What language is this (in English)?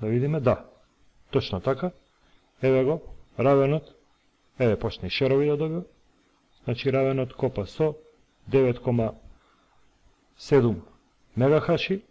Macedonian